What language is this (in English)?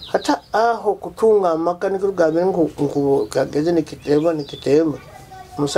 Nyoro